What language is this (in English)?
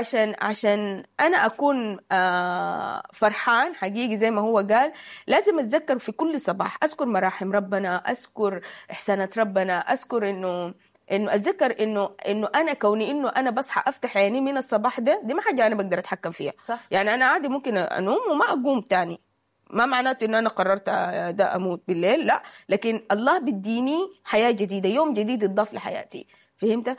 Sudanese Arabic